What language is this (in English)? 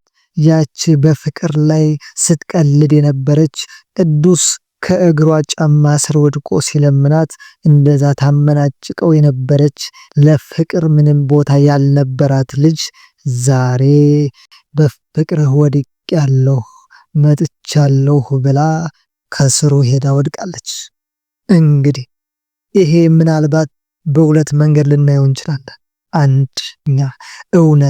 Amharic